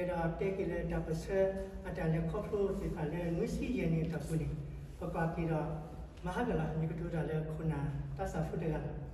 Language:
S'gaw Karen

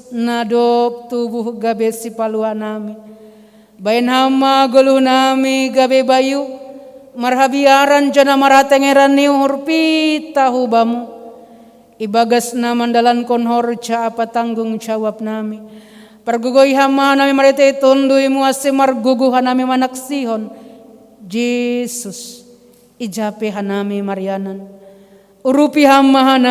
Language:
Batak Simalungun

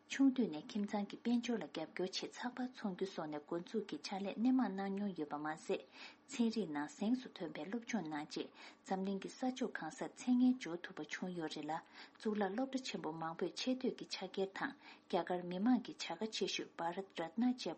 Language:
Tibetan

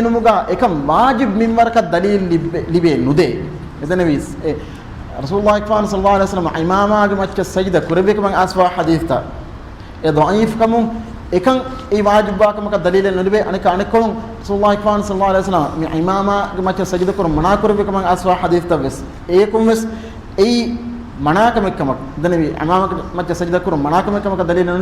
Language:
Divehi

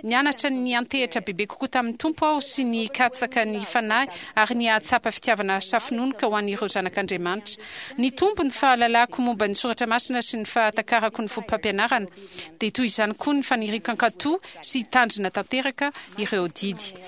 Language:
Malagasy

